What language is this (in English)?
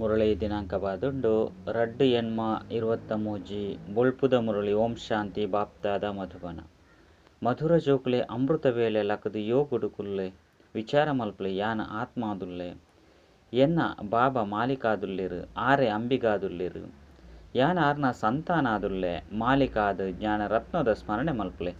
Tulu